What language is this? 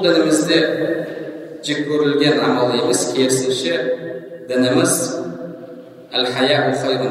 Kazakh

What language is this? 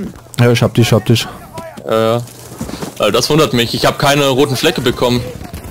German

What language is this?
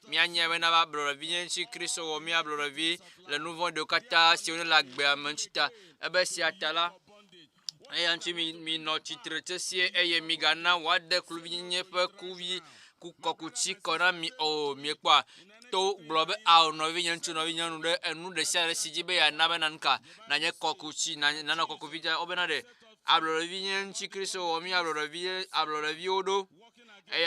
Ewe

